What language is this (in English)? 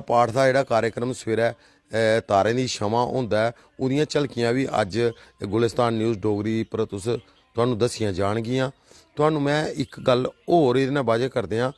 Dogri